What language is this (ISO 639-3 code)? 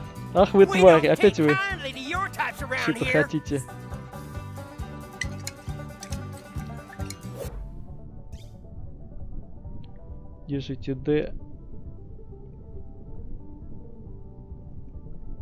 rus